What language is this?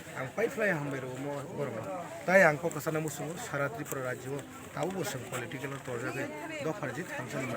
Kok Borok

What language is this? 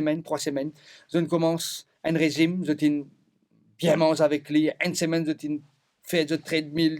Morisyen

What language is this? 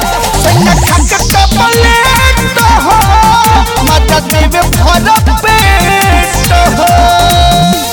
Bhojpuri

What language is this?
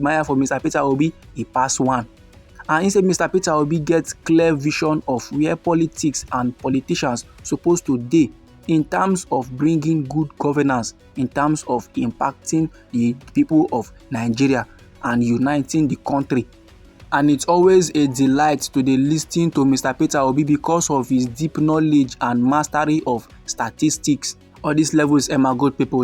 Nigerian Pidgin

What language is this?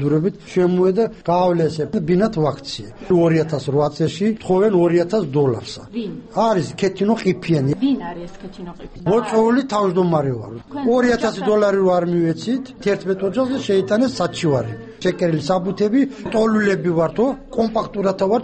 Georgian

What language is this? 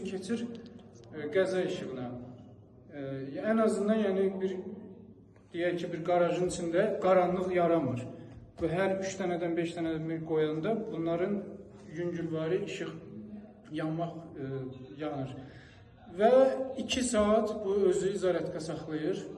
Azerbaijani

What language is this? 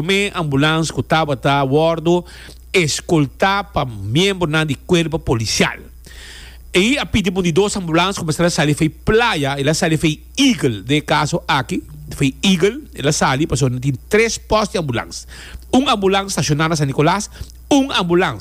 Papiamento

